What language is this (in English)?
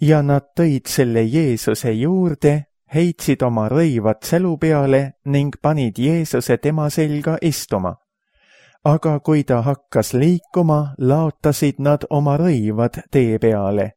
Estonian